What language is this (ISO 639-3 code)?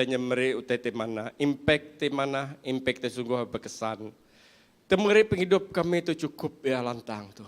iba